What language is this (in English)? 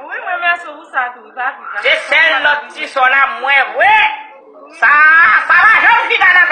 Haitian Creole